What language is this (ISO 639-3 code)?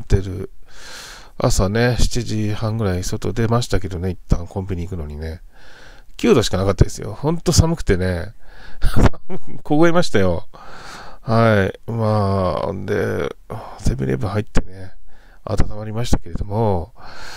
jpn